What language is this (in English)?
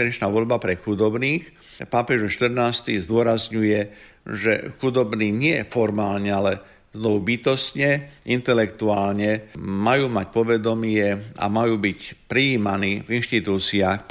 Slovak